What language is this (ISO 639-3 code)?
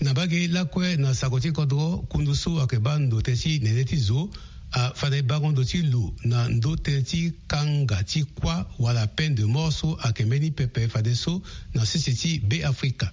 sag